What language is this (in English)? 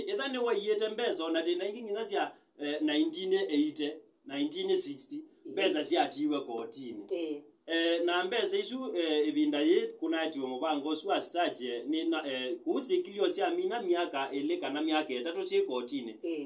Kamba